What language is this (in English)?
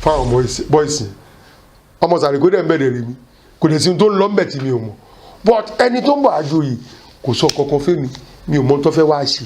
Yoruba